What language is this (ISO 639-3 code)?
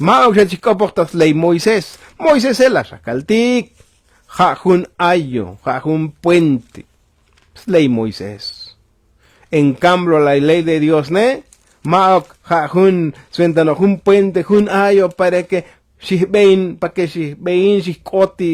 tzo